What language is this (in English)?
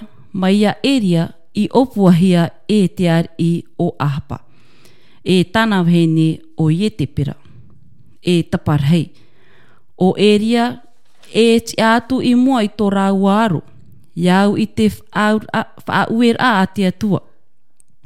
Tahitian